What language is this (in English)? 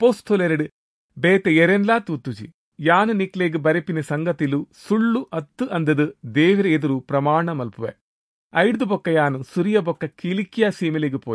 Tulu